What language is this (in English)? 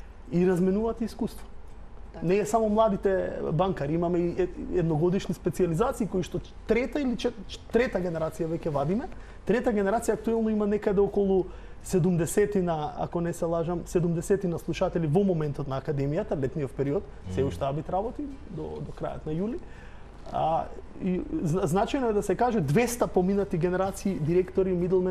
Macedonian